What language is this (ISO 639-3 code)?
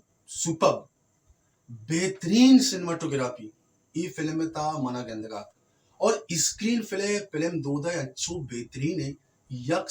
bal